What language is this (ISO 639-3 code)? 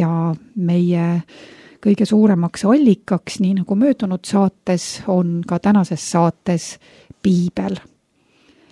est